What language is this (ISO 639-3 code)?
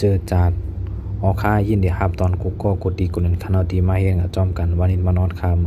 shn